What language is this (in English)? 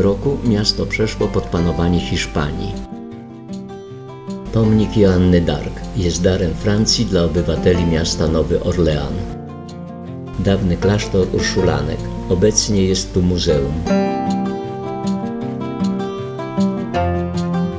Polish